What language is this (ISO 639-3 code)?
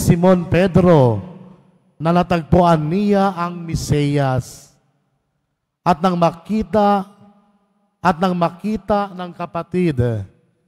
fil